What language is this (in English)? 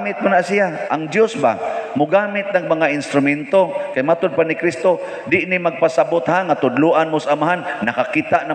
Cebuano